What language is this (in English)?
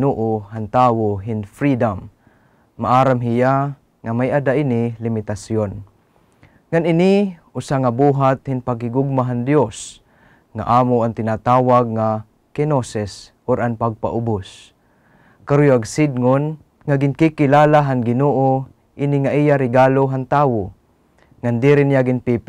Waray